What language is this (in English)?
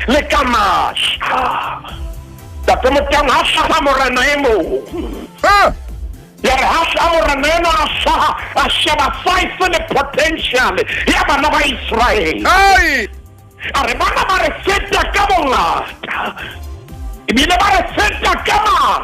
Southern Sotho